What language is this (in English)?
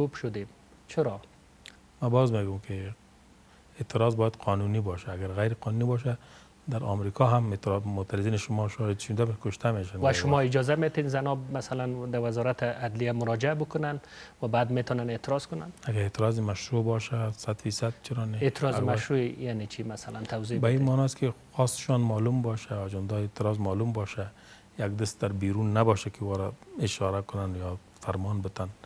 Persian